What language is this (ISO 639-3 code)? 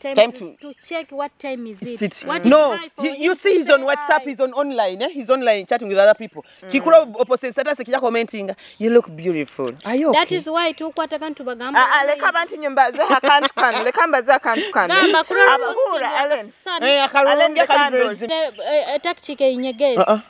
nyo